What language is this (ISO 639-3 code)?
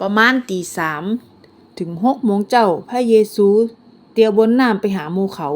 nod